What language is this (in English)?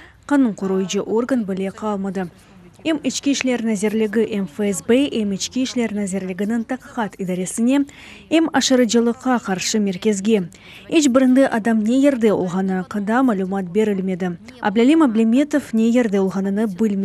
Crimean Tatar